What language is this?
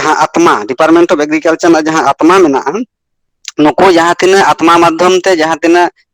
Santali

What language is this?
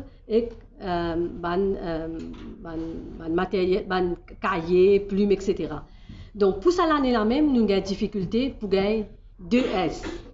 Morisyen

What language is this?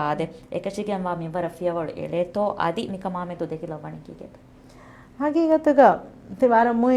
Divehi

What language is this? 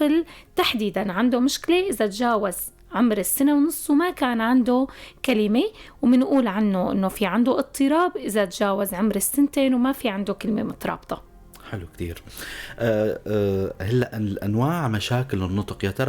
North Levantine Arabic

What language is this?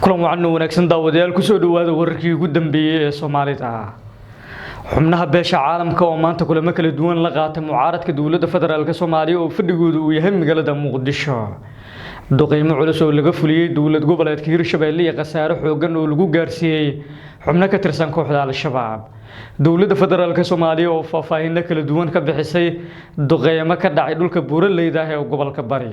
Somali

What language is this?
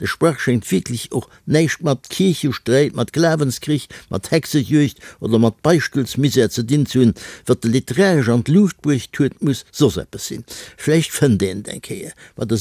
Luxembourgish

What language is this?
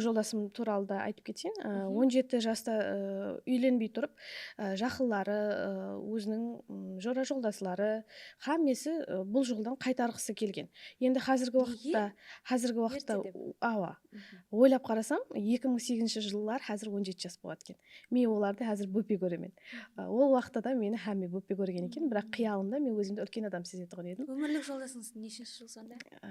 Kara-Kalpak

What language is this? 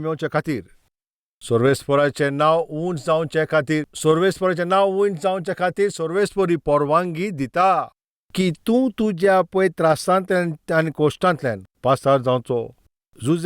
Konkani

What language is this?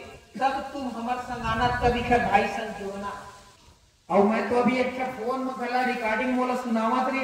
Chhattisgarhi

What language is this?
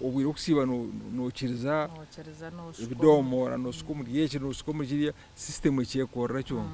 Nyankole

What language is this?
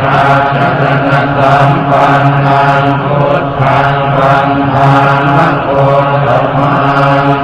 Pali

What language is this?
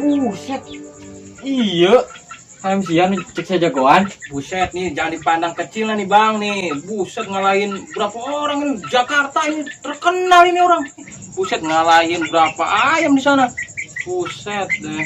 Betawi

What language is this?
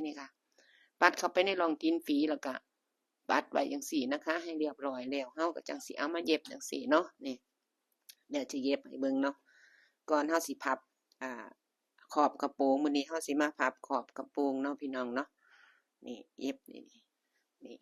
Northeastern Thai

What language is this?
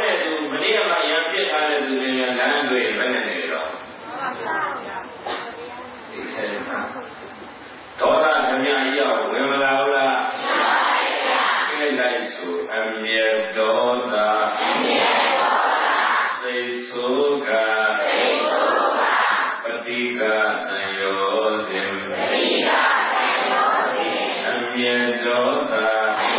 Burmese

